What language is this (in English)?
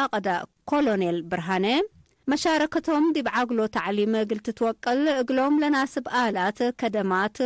Tigre